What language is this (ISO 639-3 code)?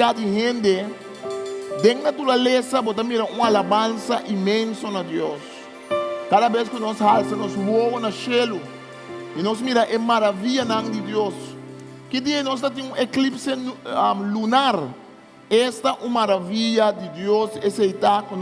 pap